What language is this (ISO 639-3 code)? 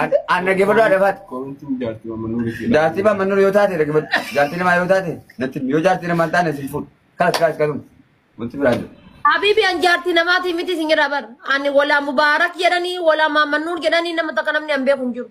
orm